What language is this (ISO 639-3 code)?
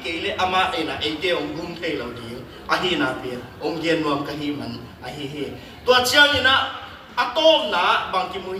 ctd